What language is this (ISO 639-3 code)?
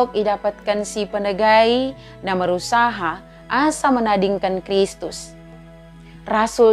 btd